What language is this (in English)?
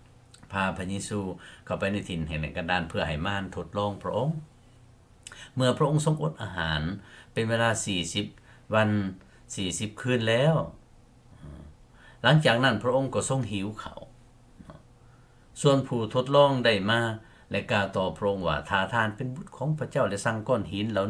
Lao